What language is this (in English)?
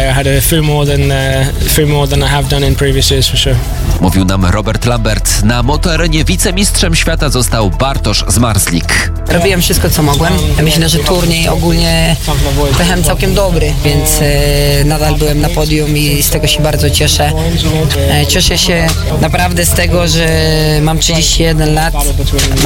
Polish